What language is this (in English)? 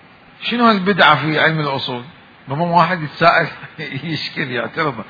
Mesopotamian Arabic